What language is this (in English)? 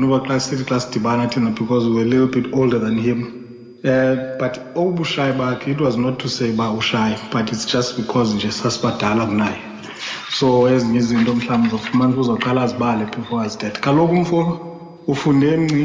Xhosa